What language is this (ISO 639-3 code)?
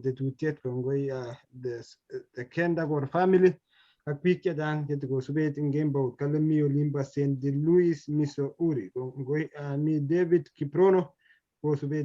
kln